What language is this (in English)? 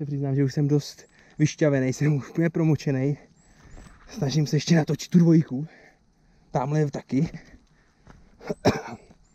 Czech